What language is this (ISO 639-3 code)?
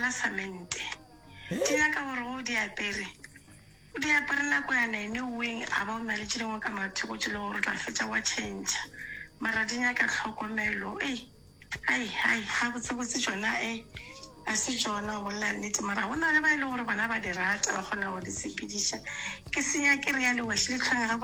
nso